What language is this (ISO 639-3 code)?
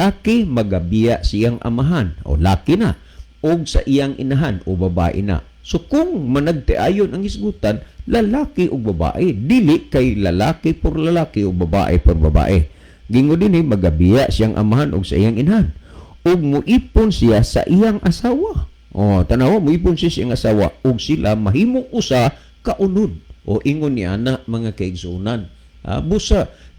ceb